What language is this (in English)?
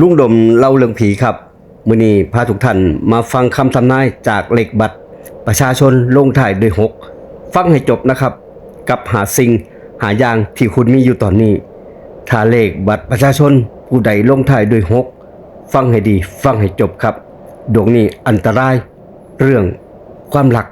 Northeastern Thai